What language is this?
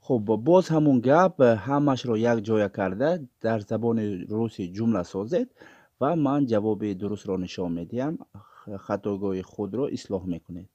Tajik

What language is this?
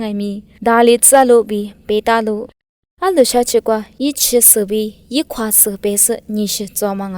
Lisu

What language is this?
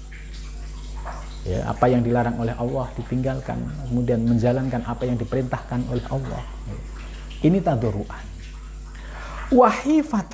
Indonesian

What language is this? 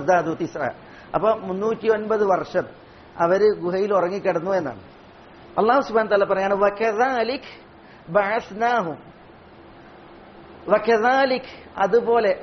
Malayalam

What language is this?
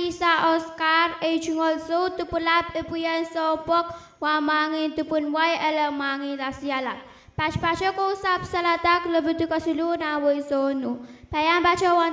Pohnpeian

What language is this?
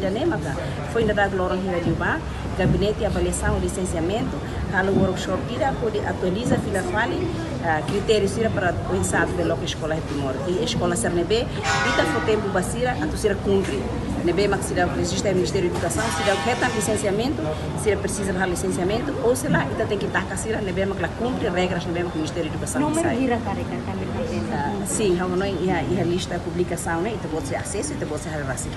Tetum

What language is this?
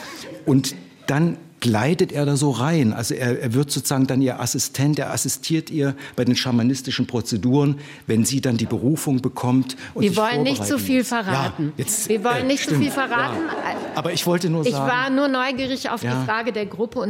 German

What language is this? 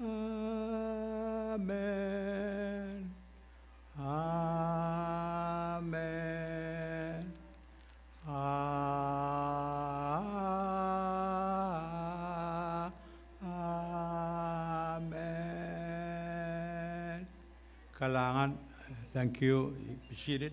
Pohnpeian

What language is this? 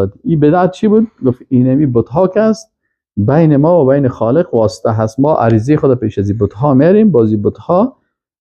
Persian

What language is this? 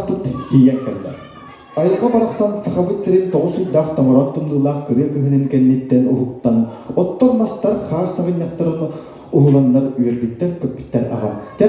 Yakut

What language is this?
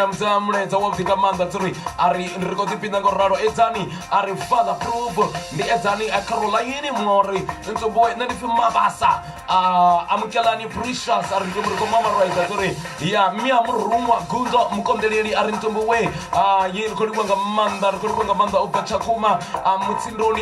Venda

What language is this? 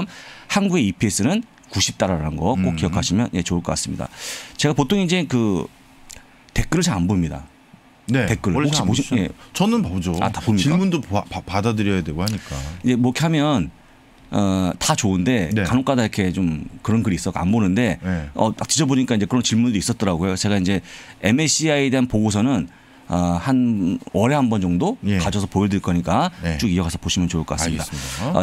Korean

